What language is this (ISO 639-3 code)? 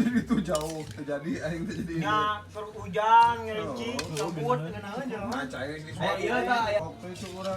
sun